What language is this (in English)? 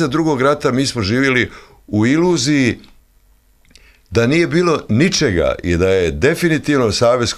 Croatian